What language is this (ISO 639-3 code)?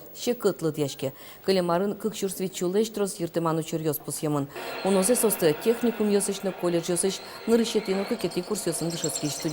udm